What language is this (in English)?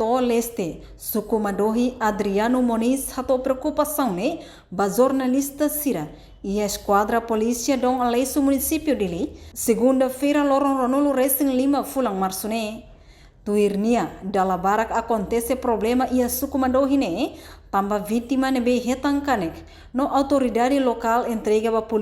Tetum